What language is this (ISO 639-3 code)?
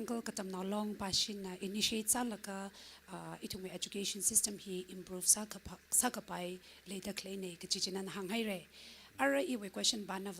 nmf